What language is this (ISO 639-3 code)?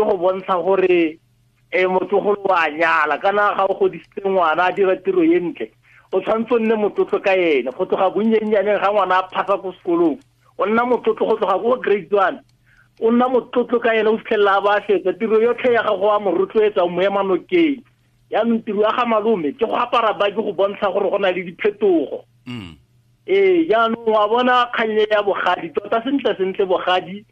tsn